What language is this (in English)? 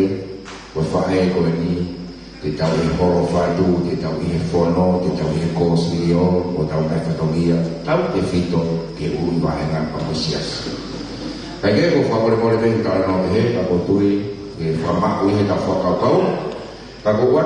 Tongan